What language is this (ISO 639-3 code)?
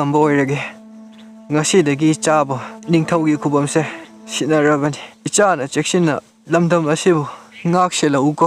mni